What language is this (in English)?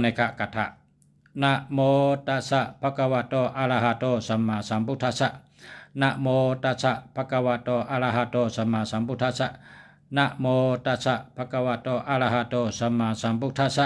Shan